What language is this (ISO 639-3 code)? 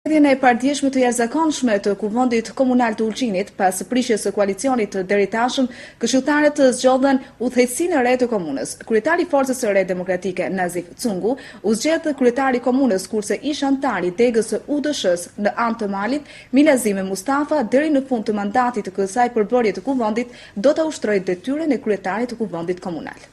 sqi